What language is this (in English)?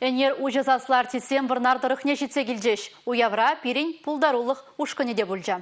Chuvash